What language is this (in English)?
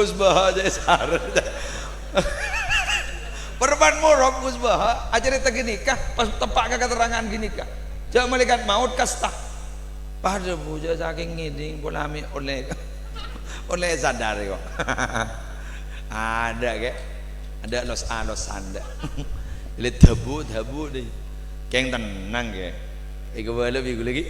Madurese